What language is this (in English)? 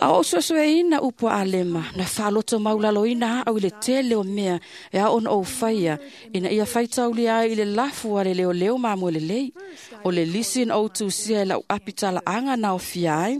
Samoan